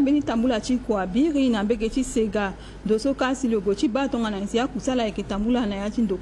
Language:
Sango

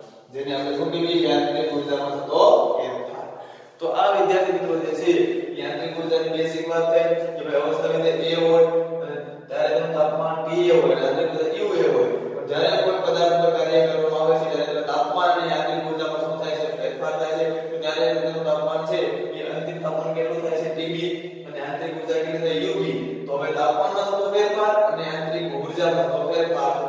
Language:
Gujarati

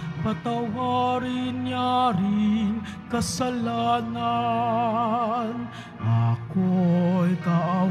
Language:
Filipino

